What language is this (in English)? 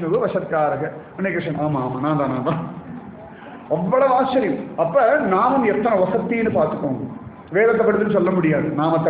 Tamil